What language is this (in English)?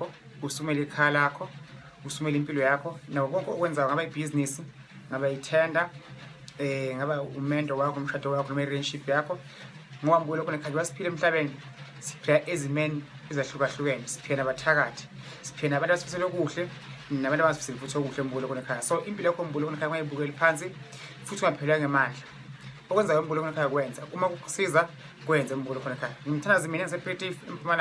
Zulu